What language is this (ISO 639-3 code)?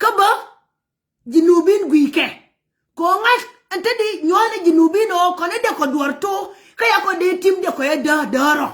nus